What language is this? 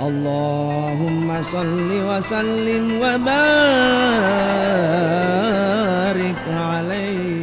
Buginese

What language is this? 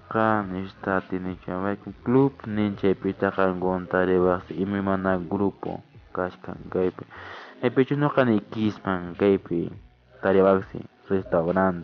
Quechua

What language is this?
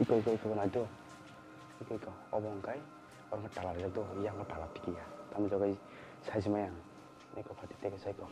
Kok Borok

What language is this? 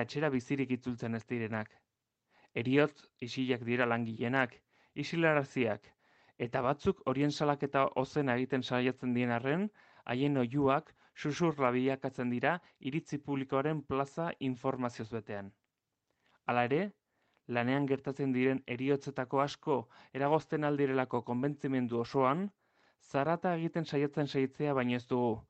Basque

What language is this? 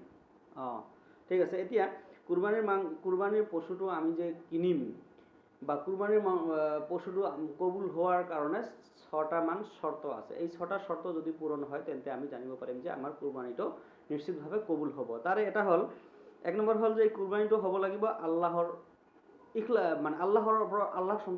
Assamese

